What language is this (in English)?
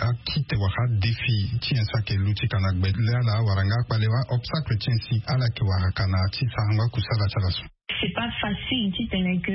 Sango